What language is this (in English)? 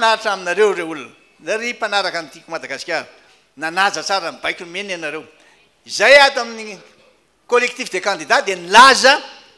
Malagasy